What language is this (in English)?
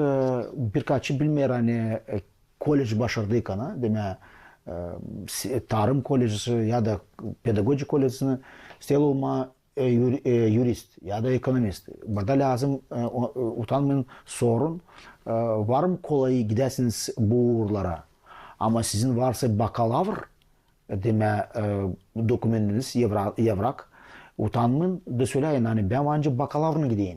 Gagauz